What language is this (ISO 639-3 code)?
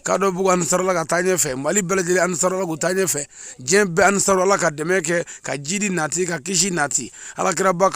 bam